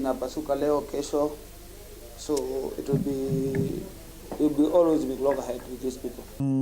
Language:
Meru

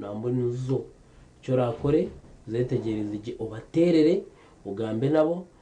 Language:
Nyankole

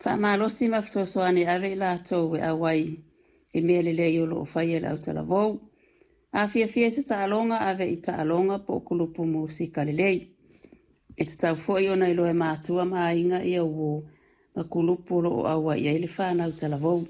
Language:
Samoan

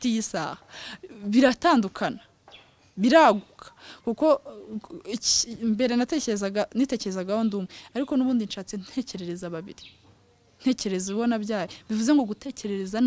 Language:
Kinyarwanda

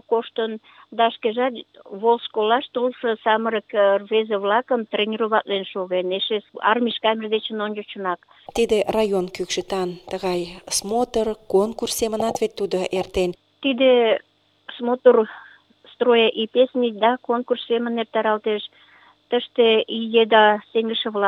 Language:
Mari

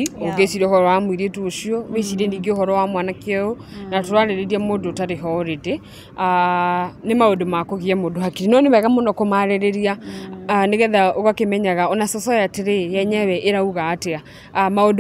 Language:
Kikuyu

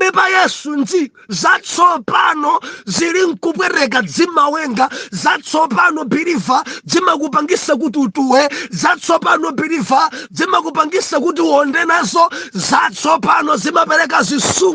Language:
Nyanja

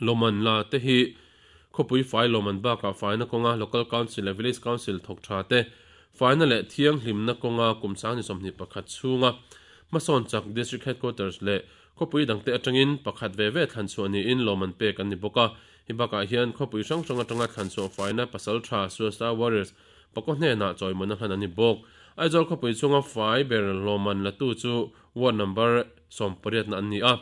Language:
Mizo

